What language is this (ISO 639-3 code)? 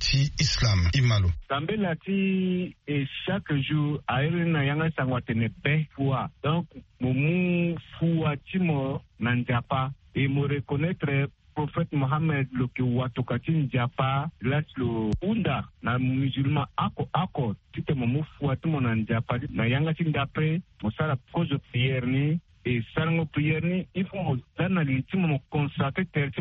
sag